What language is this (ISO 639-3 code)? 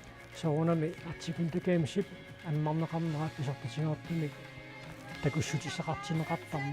kal